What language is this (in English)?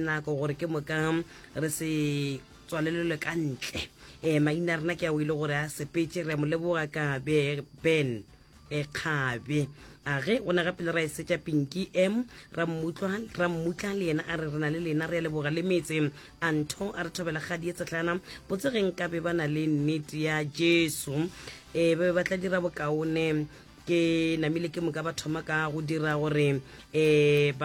Northern Sotho